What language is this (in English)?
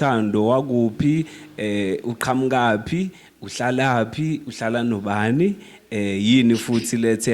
Zulu